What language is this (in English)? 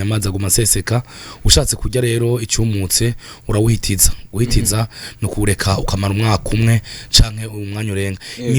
Rundi